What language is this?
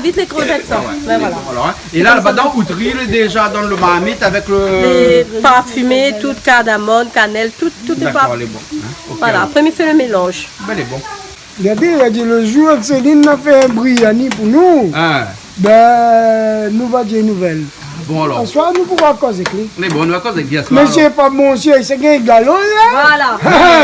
Réunion Creole French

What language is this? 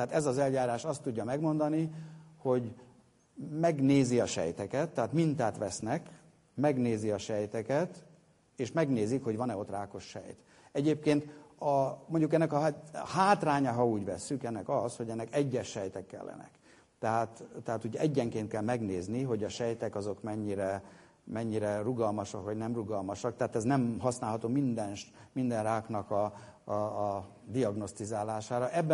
Hungarian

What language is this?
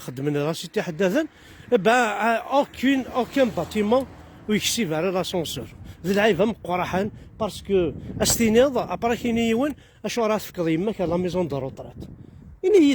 Kabyle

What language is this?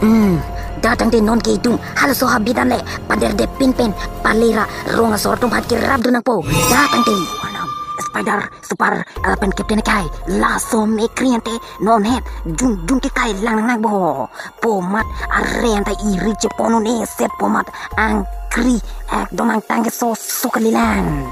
Karbi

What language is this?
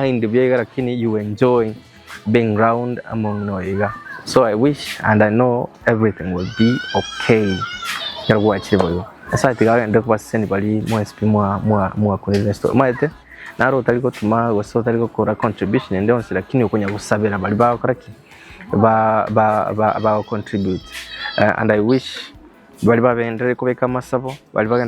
Gusii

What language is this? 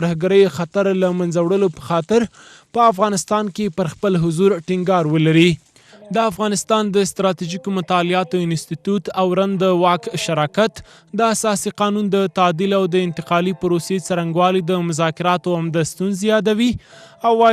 Pashto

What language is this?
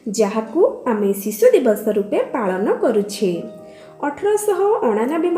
Odia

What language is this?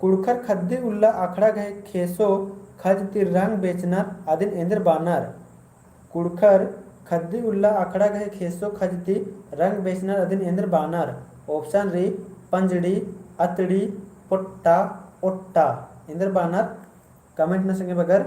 Kurukh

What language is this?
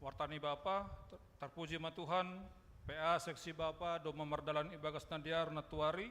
Batak Simalungun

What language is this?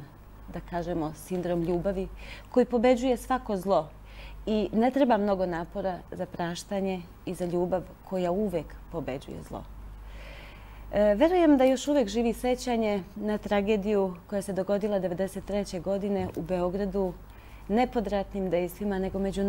Serbian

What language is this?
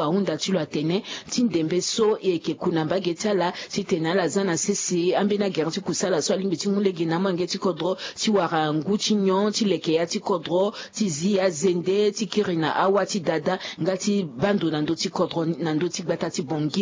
Sango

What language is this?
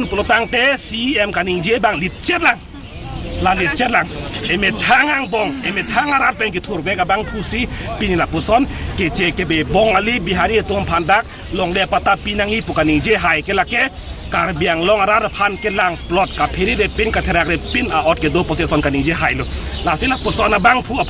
Karbi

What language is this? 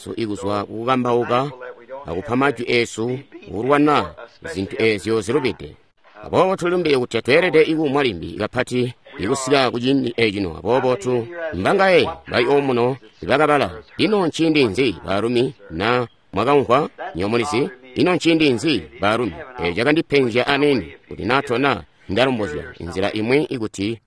Tonga (Zambia)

